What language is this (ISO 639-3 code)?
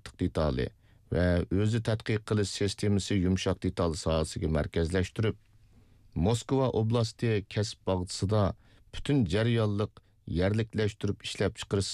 uig